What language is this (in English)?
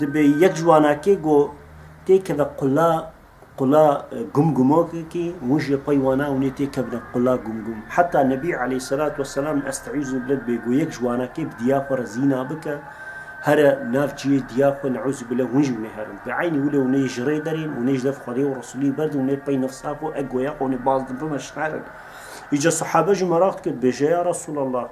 Kurdish